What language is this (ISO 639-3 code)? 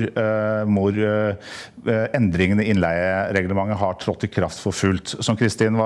nor